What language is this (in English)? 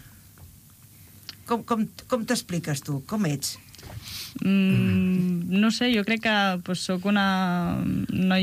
Catalan